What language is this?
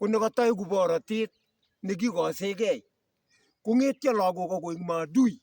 Kalenjin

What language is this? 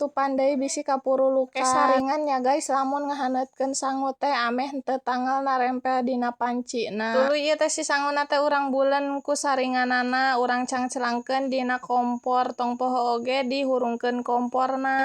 Sundanese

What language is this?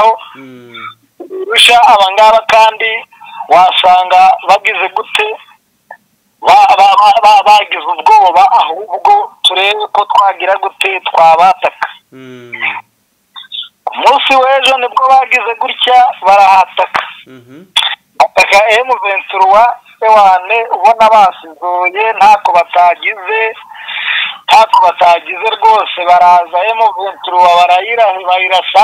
Kinyarwanda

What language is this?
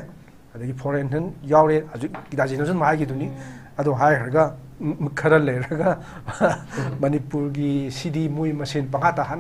Manipuri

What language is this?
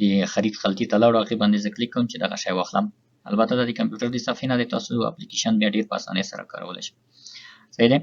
Pashto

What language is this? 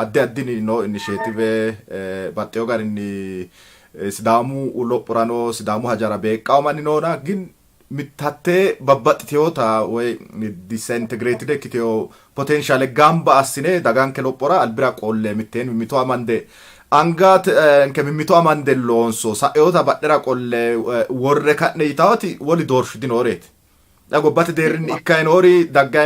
Sidamo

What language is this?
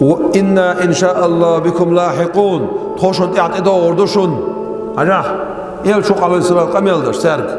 Chechen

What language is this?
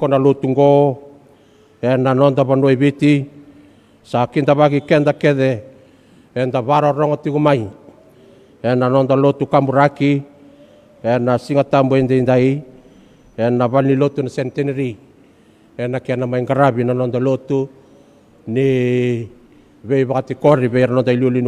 Fijian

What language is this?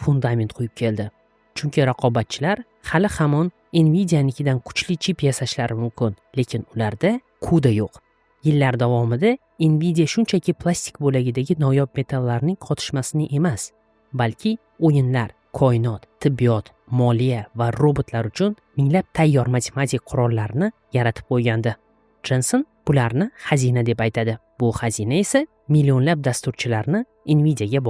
Uzbek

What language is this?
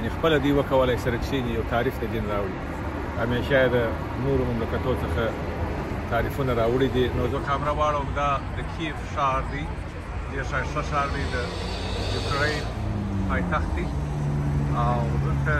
Pashto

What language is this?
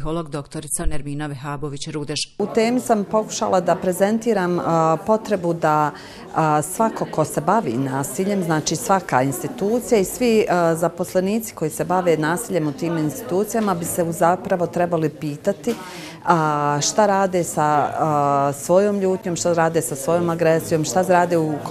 Bosnian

